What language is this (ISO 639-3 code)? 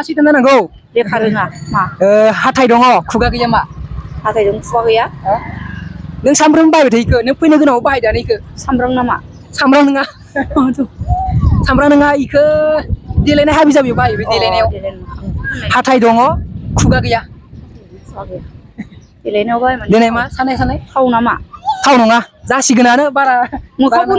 brx